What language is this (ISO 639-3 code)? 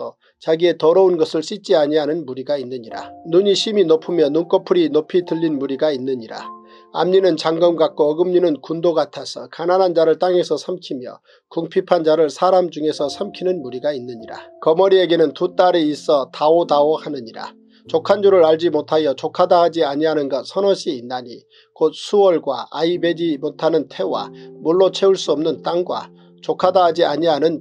kor